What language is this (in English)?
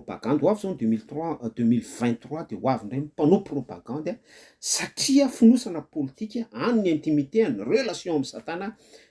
Malagasy